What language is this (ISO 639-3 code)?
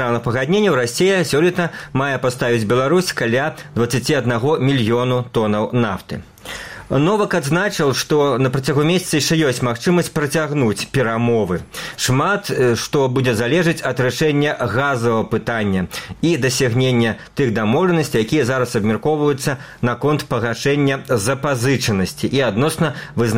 bel